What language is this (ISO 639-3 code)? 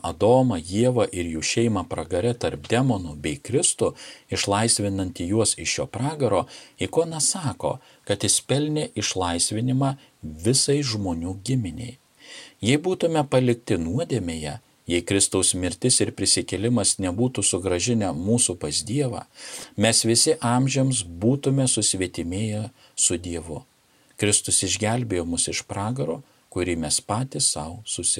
lit